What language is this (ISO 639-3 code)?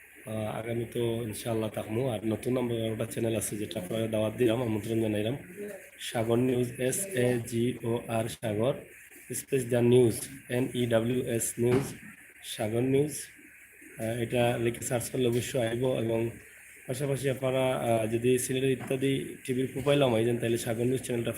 syl